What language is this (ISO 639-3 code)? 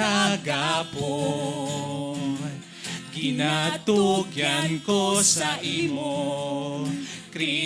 hil